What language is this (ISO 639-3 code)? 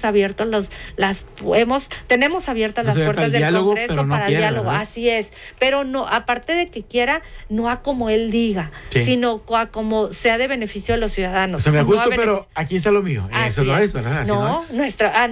spa